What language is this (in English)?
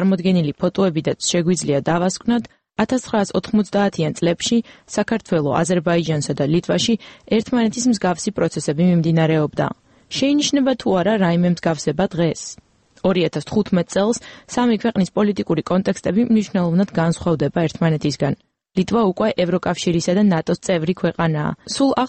Georgian